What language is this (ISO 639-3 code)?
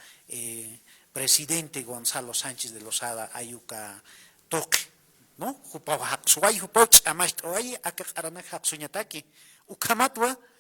aym